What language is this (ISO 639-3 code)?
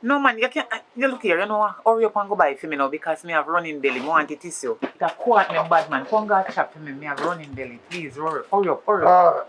jam